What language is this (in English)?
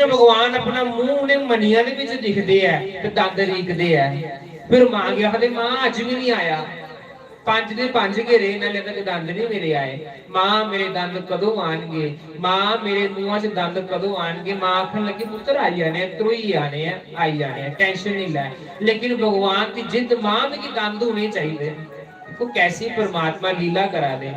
Dogri